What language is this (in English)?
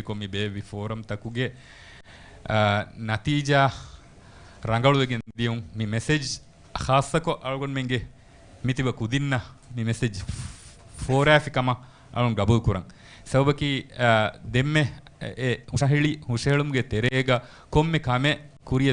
Divehi